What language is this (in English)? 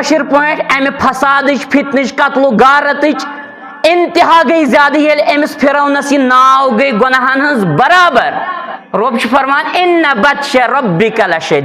Kashmiri